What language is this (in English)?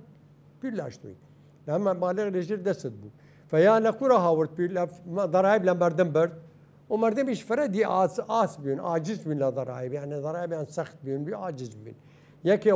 Southern Kurdish